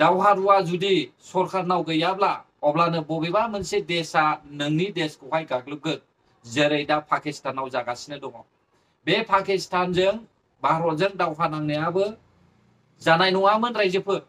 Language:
Bodo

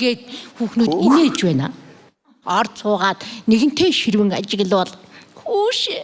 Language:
Mongolian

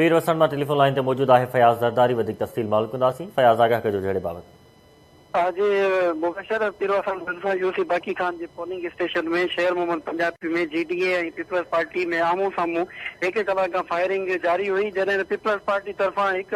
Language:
Sindhi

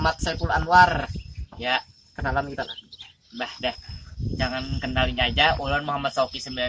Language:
Banjar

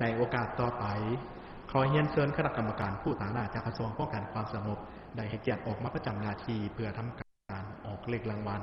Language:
Lao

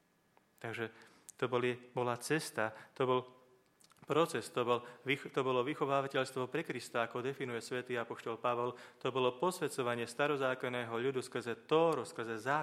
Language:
Slovak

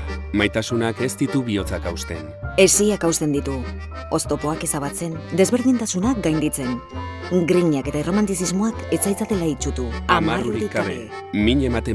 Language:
Basque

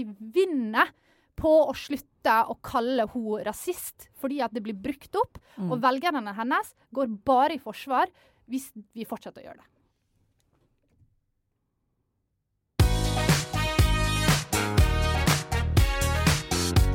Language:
Norwegian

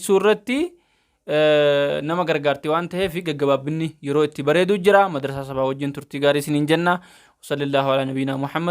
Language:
Oromo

